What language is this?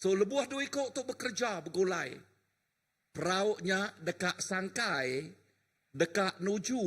Iban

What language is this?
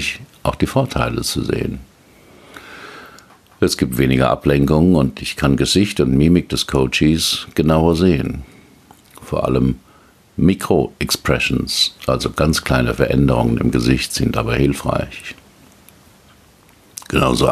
German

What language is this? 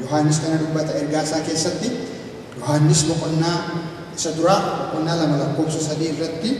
Oromo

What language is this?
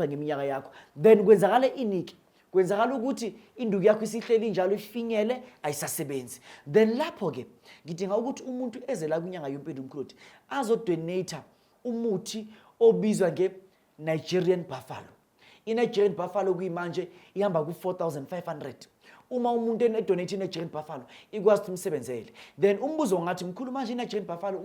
Zulu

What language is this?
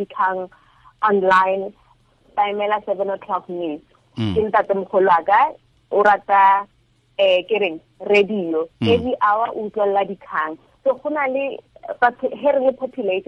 Tswana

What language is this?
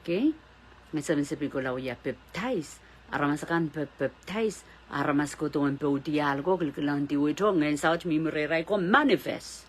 Pohnpeian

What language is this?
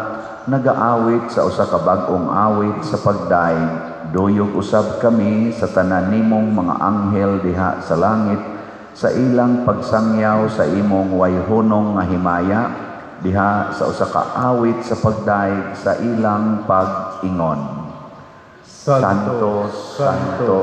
Cebuano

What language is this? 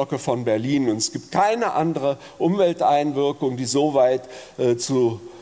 Luxembourgish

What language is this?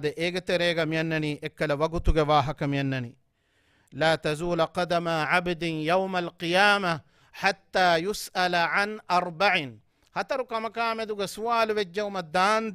Divehi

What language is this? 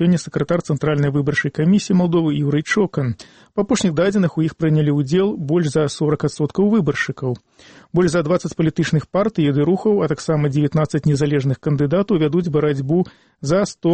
Belarusian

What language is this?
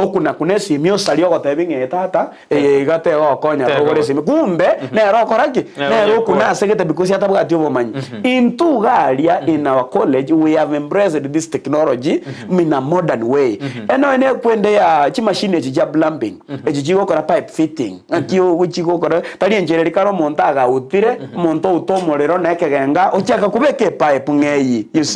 Gusii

